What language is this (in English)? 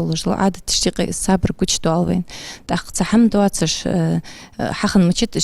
Ingush